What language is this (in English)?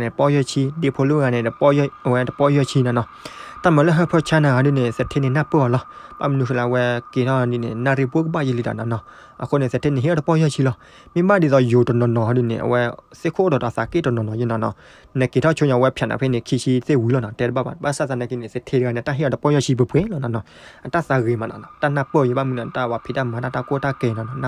S'gaw Karen